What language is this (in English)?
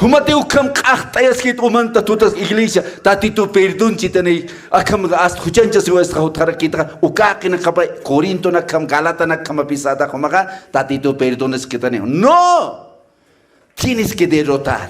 Aymara